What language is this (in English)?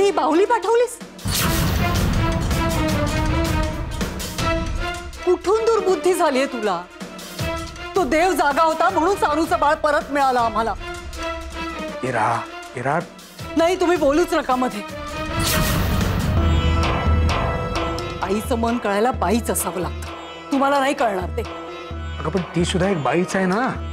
Marathi